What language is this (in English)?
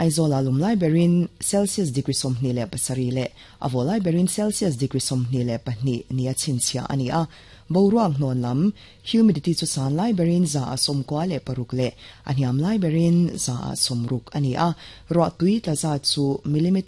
Mizo